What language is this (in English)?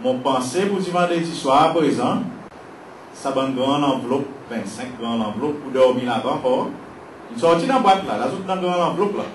Seselwa Creole French